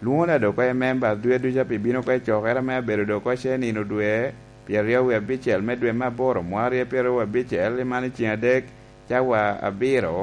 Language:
Lango (Uganda)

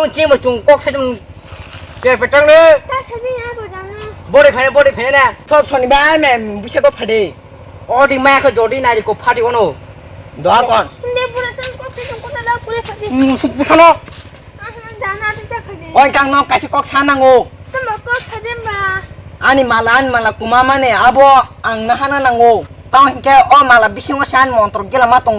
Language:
Kok Borok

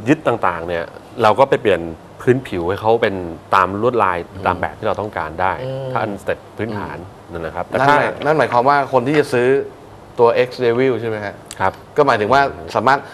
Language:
Thai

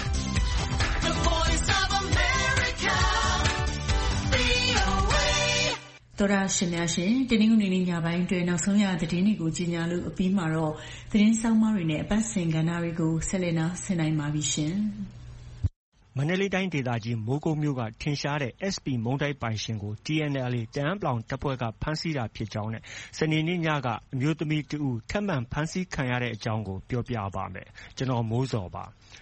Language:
Burmese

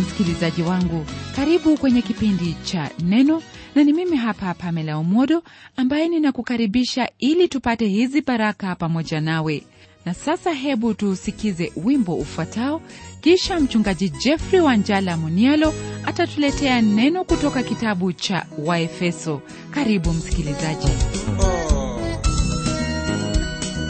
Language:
Swahili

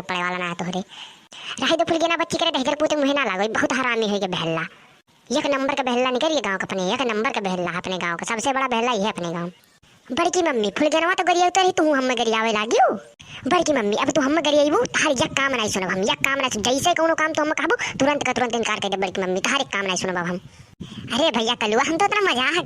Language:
Awadhi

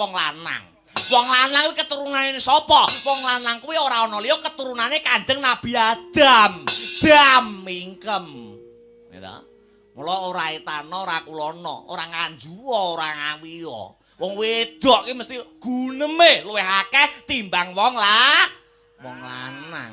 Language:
Javanese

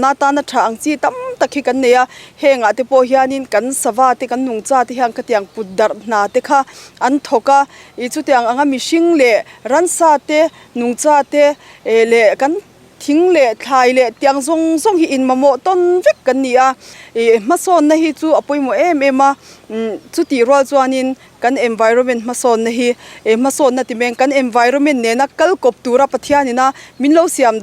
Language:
Mizo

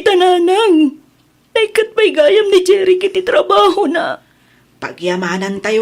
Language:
Iloko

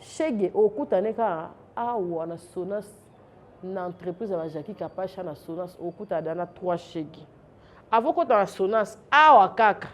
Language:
Lingala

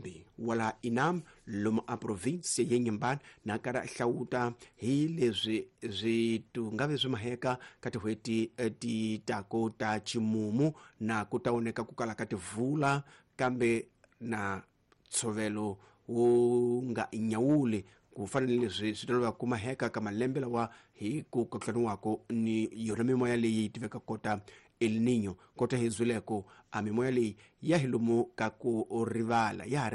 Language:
Tsonga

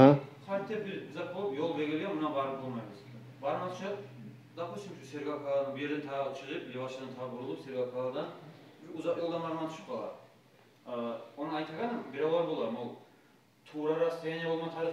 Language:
Kumyk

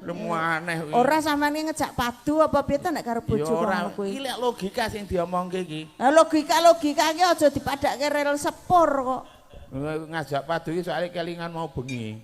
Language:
Javanese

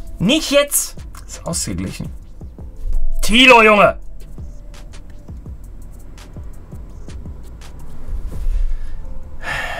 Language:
German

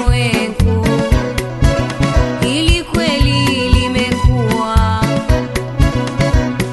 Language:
Swahili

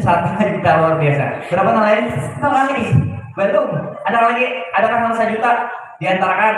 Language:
Banjar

